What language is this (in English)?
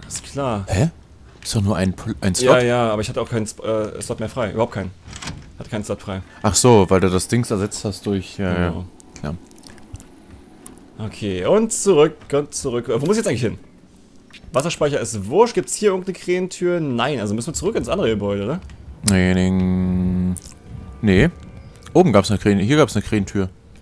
German